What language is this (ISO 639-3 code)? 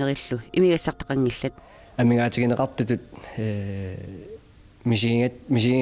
kal